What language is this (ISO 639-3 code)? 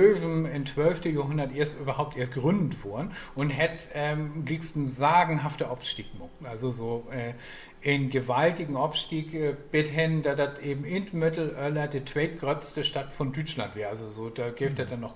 nds